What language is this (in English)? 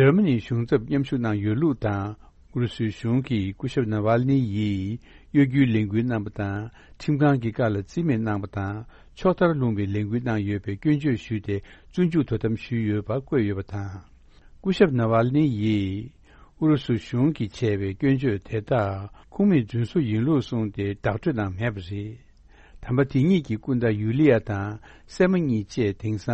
Tibetan